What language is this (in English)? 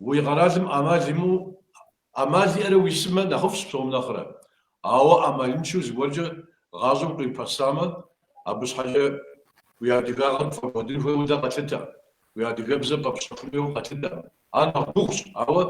Kabardian